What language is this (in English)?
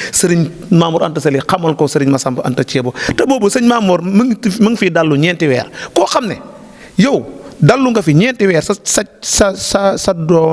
Wolof